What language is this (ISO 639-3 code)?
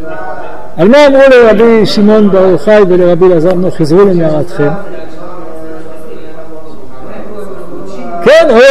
heb